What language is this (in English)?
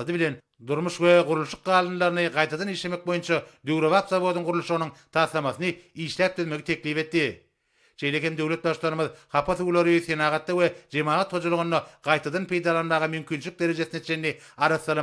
Turkmen